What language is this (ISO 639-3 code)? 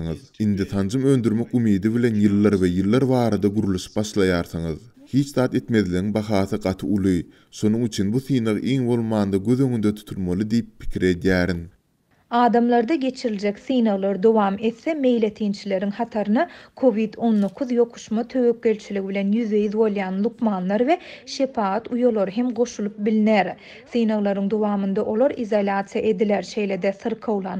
tuk